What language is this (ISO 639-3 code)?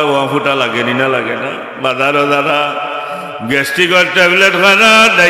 syl